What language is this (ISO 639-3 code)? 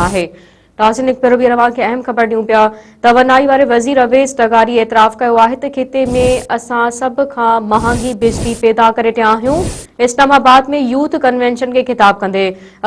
snd